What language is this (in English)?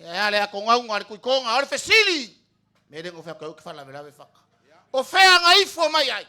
Samoan